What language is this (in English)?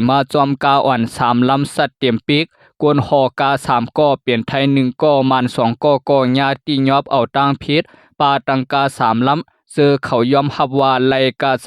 Shan